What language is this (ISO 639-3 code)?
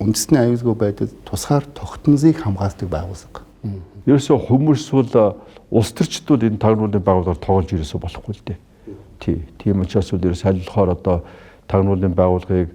mon